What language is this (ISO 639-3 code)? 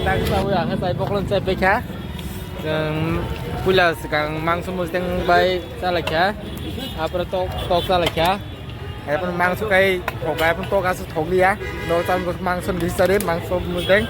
trp